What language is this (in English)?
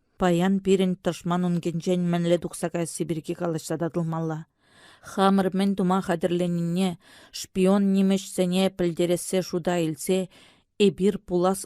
Chuvash